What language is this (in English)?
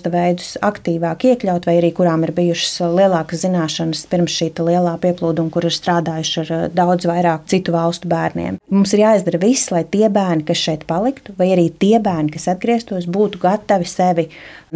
Latvian